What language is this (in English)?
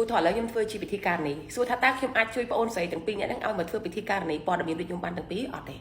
Khmer